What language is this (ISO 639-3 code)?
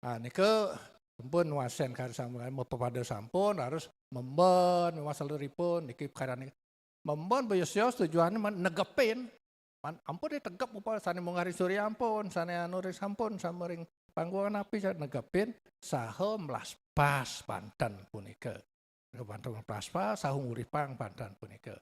ban